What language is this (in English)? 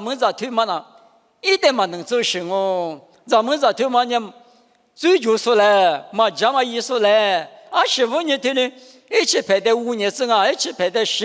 Lisu